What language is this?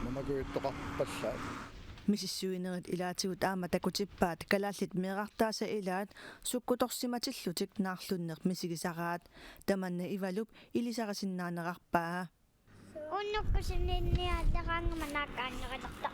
Kalaallisut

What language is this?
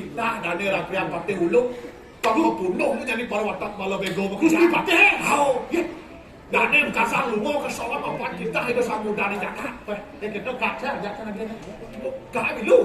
Balinese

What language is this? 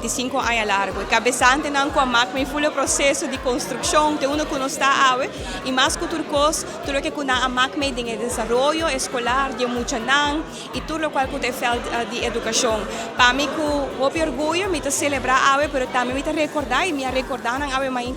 Papiamento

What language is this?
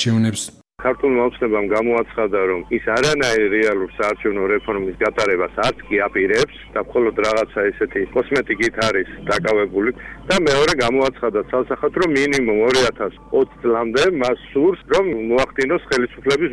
Georgian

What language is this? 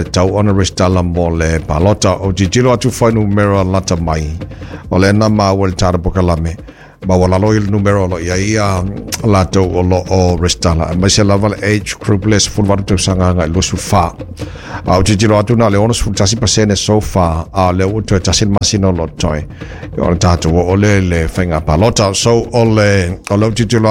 Samoan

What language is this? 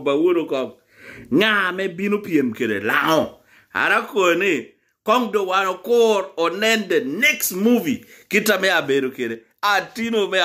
Lango (Uganda)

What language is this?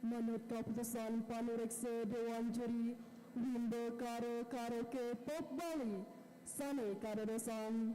Balinese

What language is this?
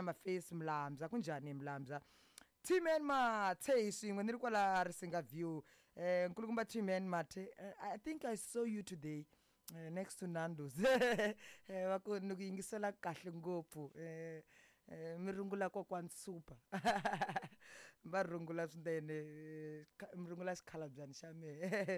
Tsonga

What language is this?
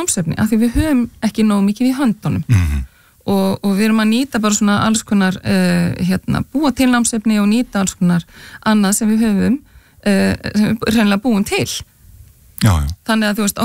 Icelandic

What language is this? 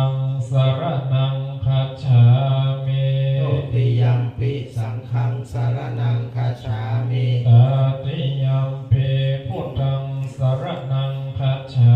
Pali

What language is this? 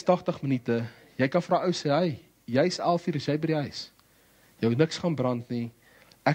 Afrikaans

